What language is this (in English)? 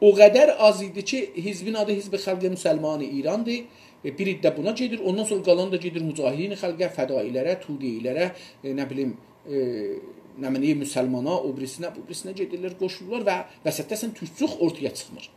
South Azerbaijani